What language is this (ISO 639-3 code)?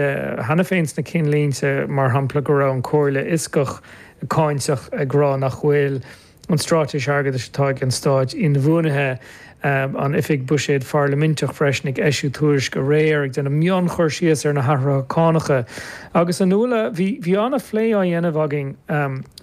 gle